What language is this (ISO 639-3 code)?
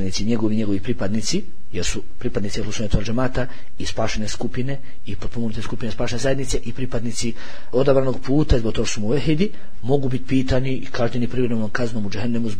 bos